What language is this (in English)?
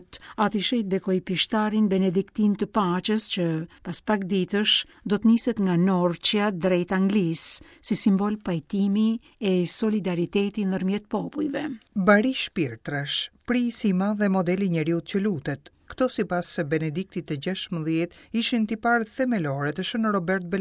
Albanian